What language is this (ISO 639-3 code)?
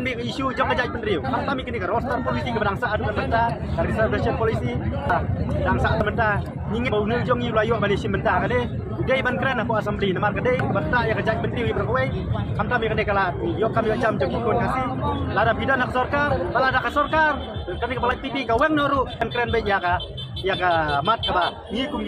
kha